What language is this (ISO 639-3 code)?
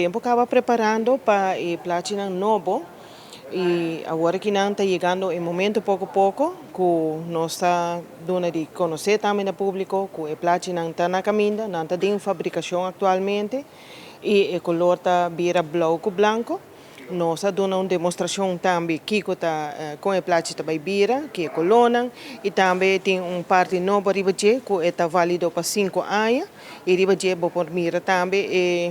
pap